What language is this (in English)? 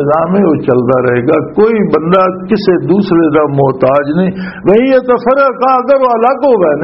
Western Panjabi